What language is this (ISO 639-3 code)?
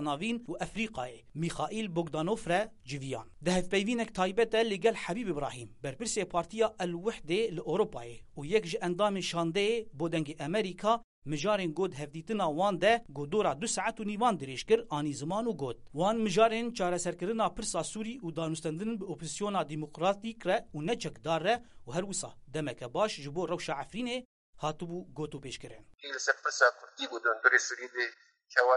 kur